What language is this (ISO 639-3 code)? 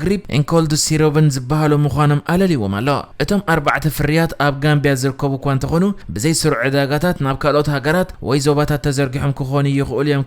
tir